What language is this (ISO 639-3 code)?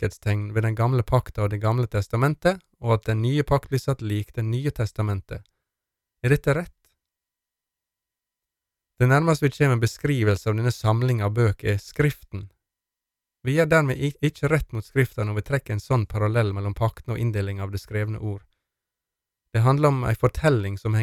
nor